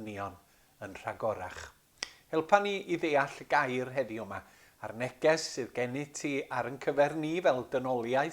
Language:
Welsh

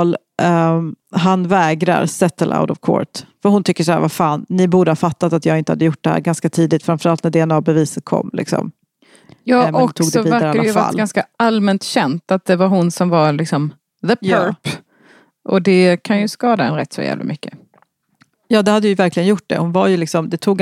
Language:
Swedish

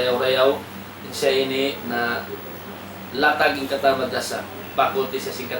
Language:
Tausug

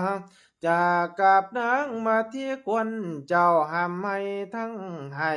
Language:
Lao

